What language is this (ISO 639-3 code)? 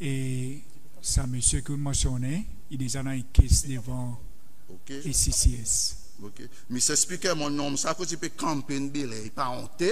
crs